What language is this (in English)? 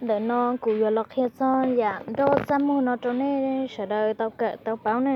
Hmong